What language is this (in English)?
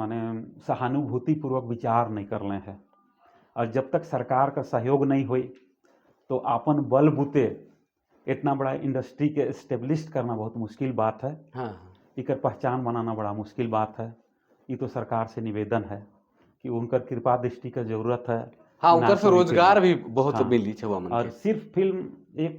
Sadri